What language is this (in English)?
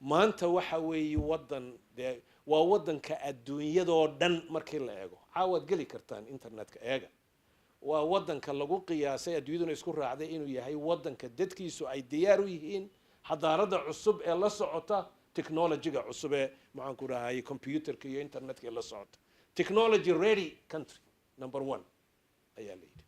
Somali